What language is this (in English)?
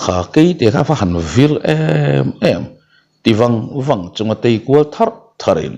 Mizo